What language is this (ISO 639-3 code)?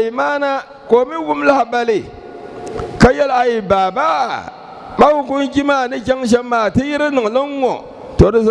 dag